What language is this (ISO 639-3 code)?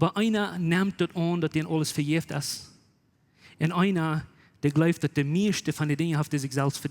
pdt